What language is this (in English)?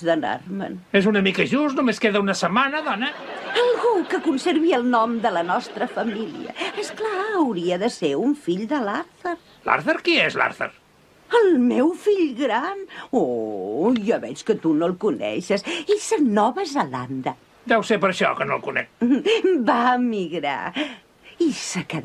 Catalan